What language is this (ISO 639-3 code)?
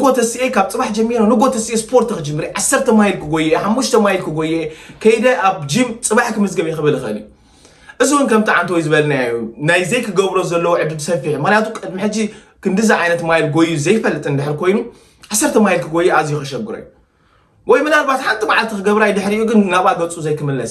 tir